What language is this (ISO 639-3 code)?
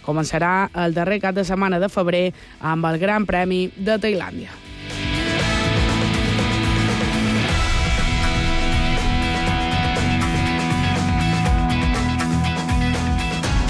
cat